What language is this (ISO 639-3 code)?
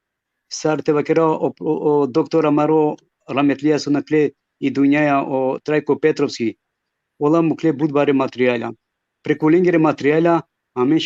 rmn